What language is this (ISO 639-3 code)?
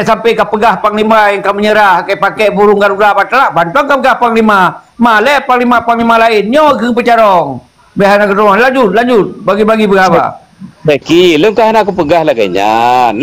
ace